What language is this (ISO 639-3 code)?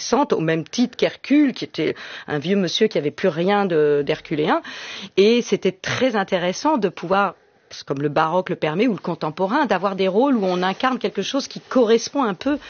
fra